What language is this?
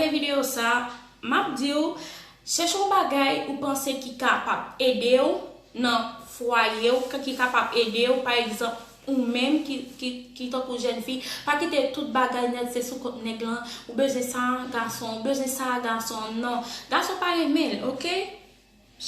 Haitian Creole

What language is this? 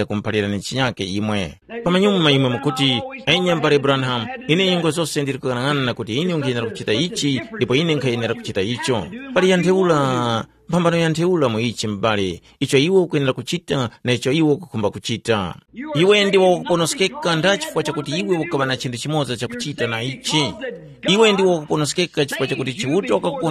Tumbuka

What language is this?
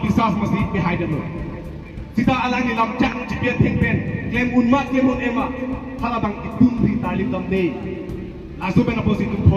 Karbi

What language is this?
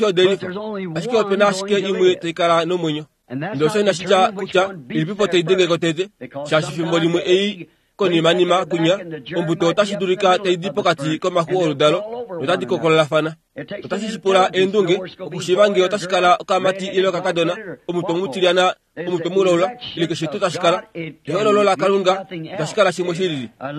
Kuanyama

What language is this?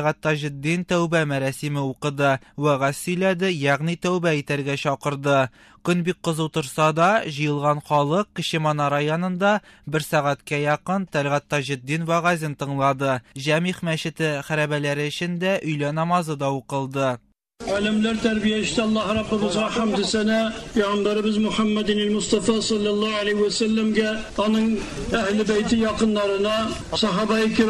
Tatar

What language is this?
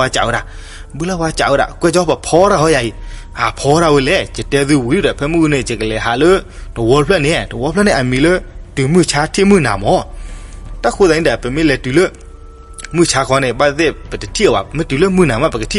S'gaw Karen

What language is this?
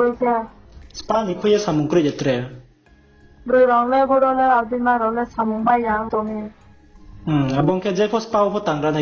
Riang (India)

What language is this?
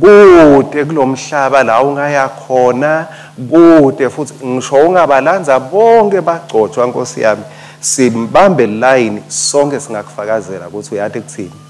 Swati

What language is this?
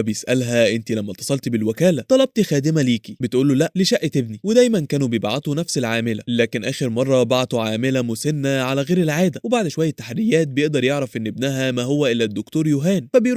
Egyptian Arabic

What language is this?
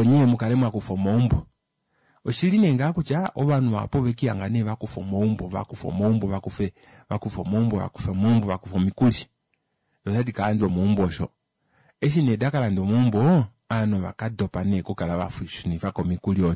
Kuanyama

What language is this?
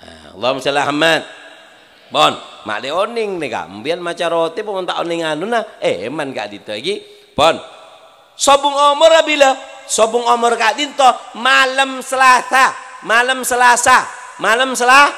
Madurese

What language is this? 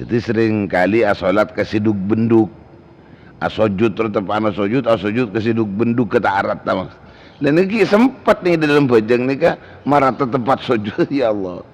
Madurese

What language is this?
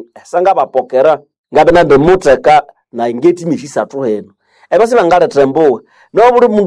Nande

